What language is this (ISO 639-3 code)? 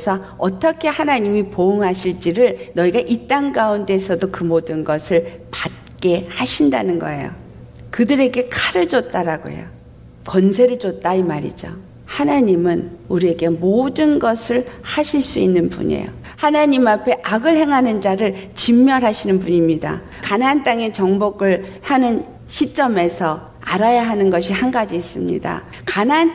kor